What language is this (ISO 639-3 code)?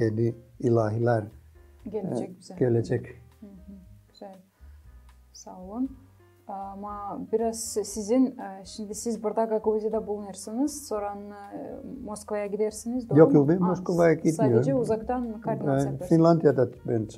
gag